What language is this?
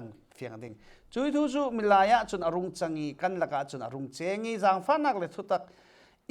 Falam Chin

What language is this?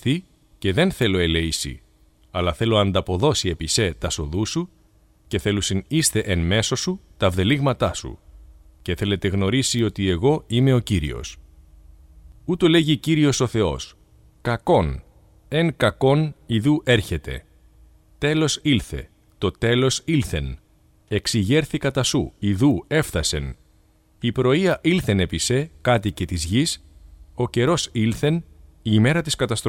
Greek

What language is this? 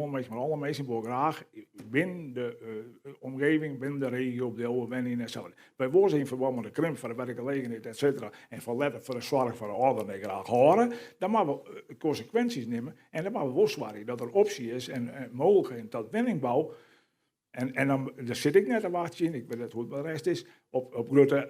Western Frisian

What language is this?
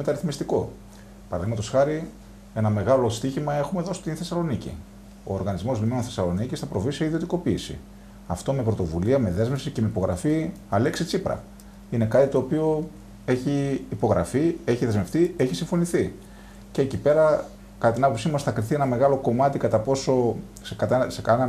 Greek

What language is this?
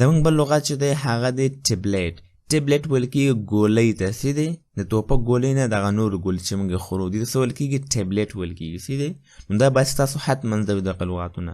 Pashto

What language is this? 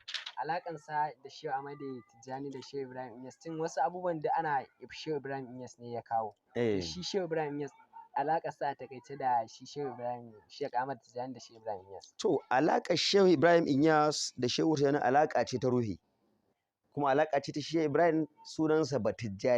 Hausa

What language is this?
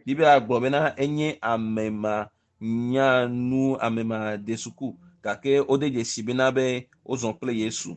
Ewe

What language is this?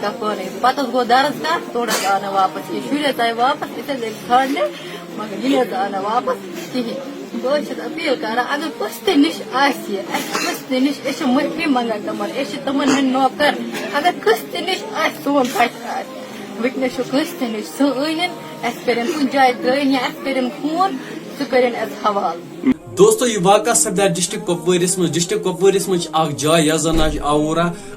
Kashmiri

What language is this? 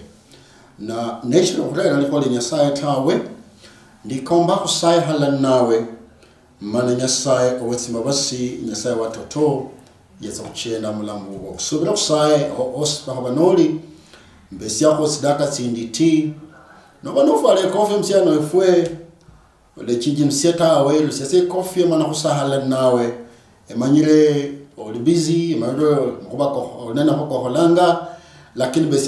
Luyia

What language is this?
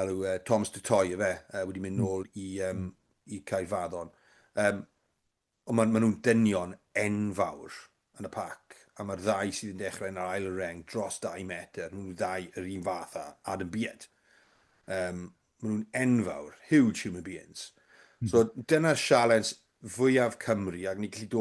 Welsh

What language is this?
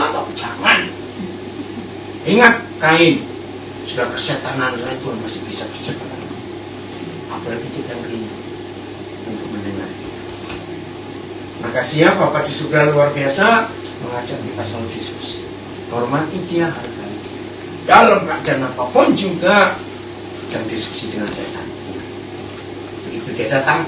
Indonesian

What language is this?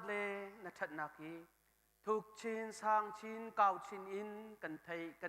Hakha Chin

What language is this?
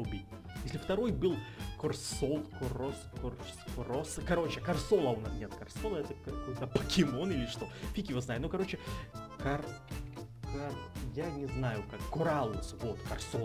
Russian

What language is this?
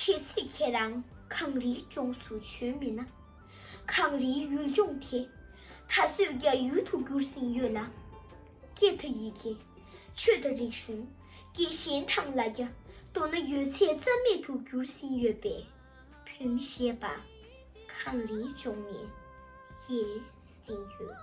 Tibetan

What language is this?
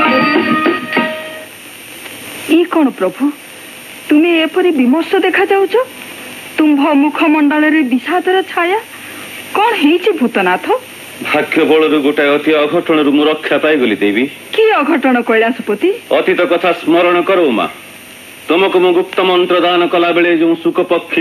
Odia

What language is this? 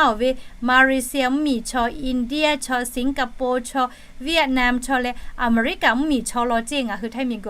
Lahu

